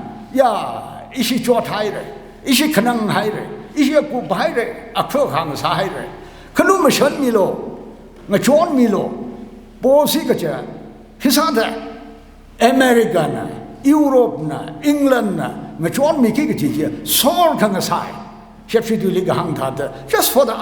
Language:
Tangkhul Naga (India)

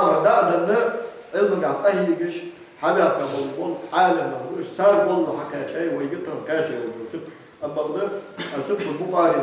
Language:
Ingush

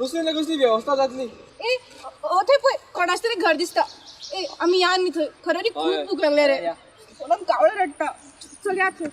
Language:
Konkani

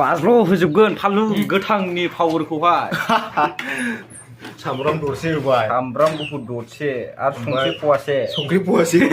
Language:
Bodo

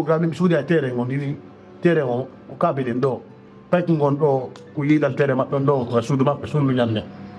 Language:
Fula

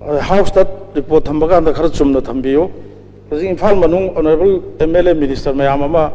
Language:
Manipuri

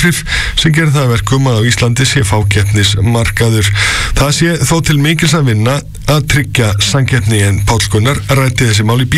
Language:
Icelandic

